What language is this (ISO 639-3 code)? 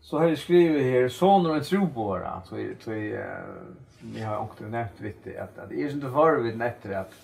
fao